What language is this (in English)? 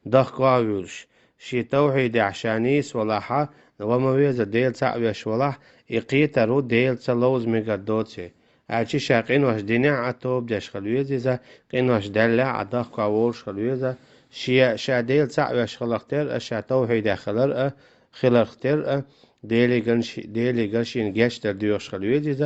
Chechen